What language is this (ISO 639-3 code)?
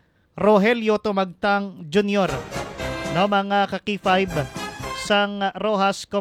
hil